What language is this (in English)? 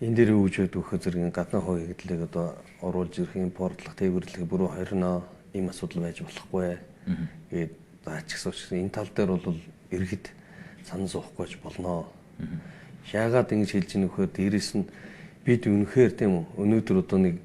Mongolian